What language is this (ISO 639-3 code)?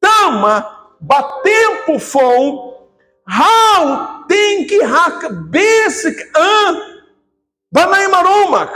tet